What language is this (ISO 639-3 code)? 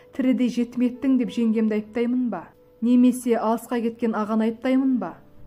kaz